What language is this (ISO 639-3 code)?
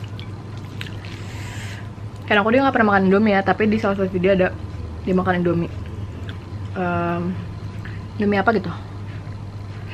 ind